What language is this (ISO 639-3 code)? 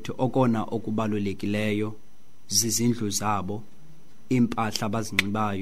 xho